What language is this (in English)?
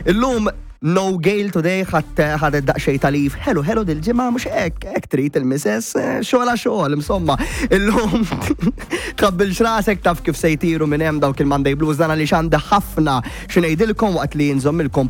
Maltese